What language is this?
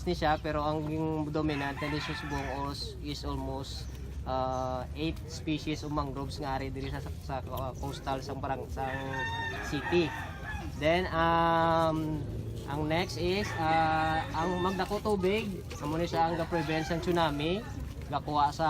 Hiligaynon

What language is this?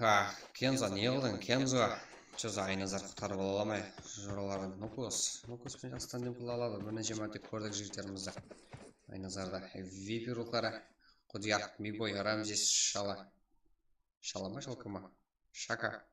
Kara-Kalpak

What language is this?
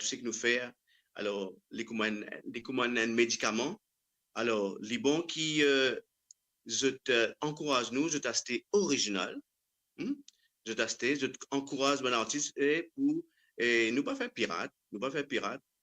Morisyen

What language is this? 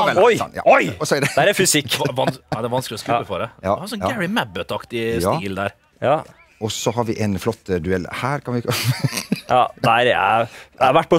Norwegian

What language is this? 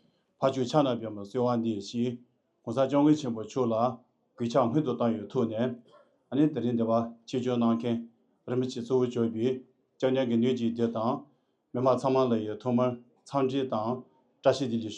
Tibetan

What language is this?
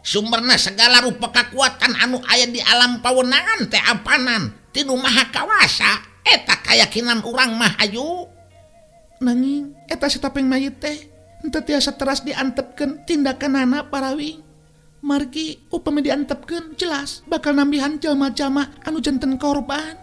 Sundanese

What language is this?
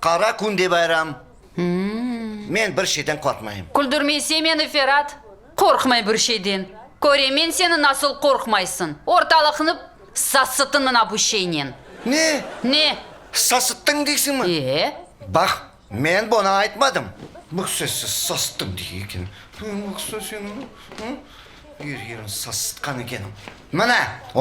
Crimean Tatar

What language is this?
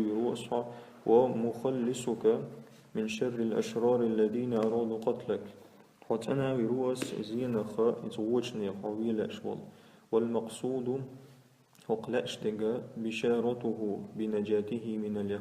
Chechen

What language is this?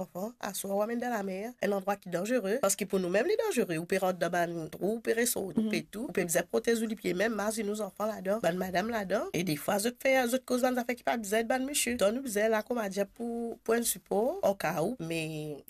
Morisyen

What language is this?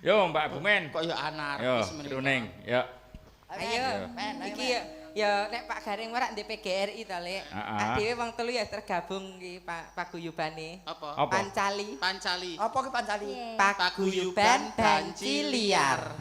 Javanese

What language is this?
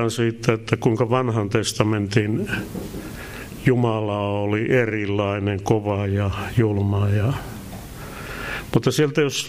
Finnish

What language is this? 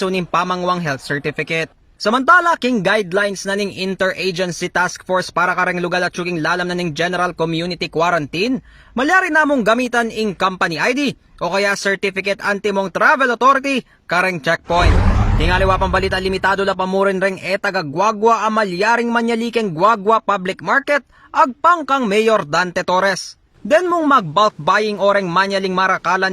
Pampanga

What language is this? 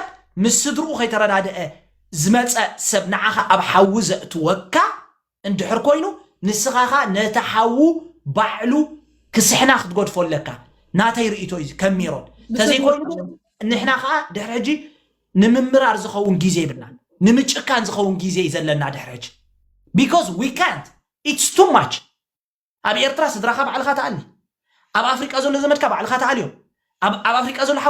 Tigrinya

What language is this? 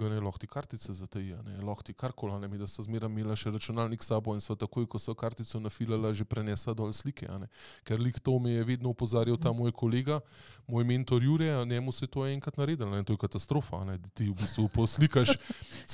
Slovenian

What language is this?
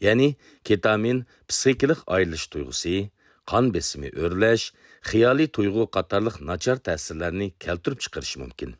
Uyghur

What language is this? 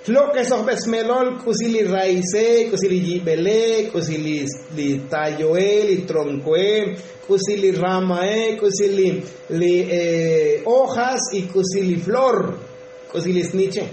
Tzotzil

